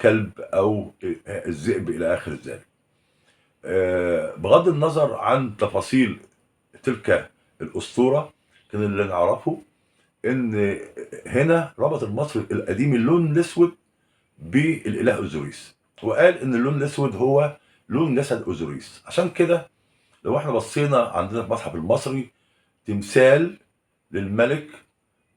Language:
Egyptian Arabic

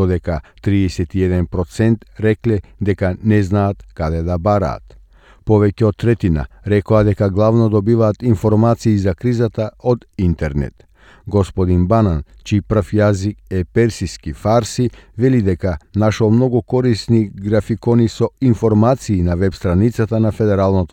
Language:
Macedonian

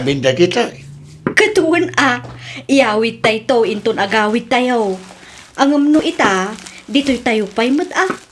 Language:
Iloko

